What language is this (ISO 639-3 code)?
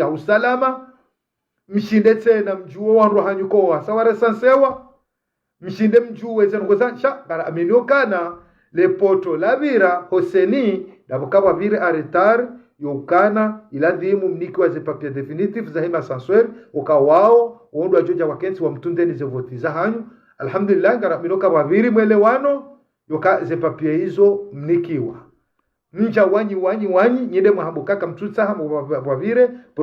zdj